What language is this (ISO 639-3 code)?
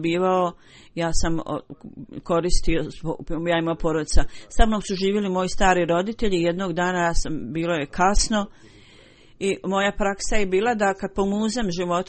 bos